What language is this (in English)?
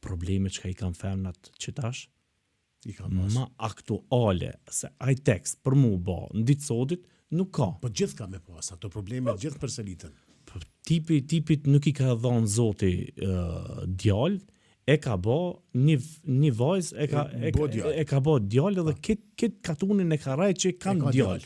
Albanian